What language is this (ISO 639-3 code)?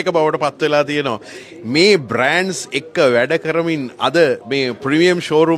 sin